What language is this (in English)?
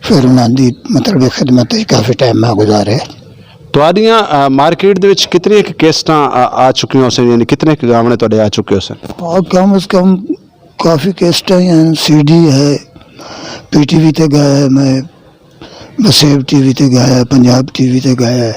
Western Panjabi